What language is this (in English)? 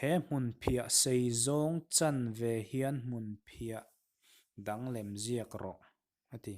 Mizo